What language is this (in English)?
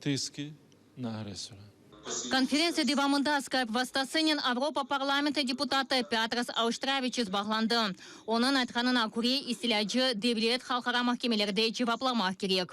Crimean Tatar